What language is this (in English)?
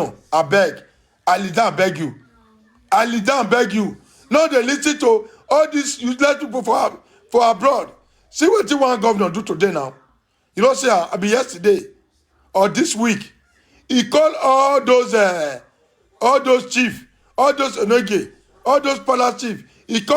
Nigerian Pidgin